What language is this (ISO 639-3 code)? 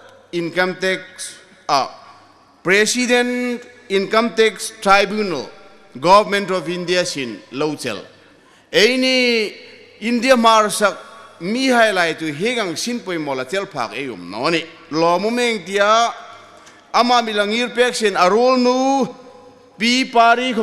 hmr